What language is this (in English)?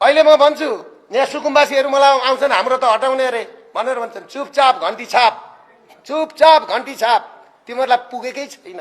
Nepali